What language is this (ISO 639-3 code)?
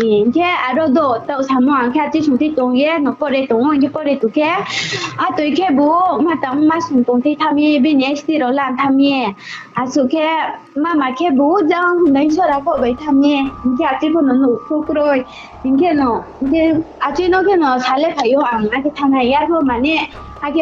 ria